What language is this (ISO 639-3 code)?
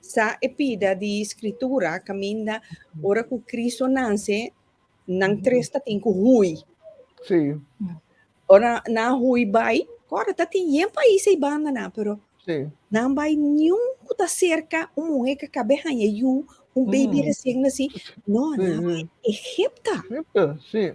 pap